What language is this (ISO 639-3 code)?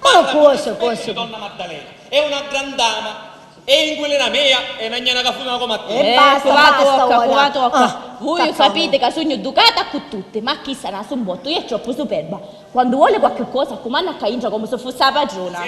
scn